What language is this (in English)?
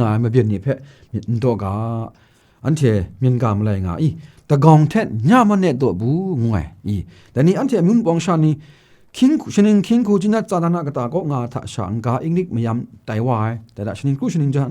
Kachin